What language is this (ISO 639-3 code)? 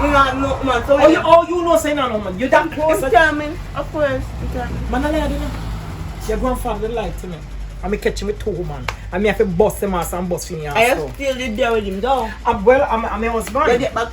jam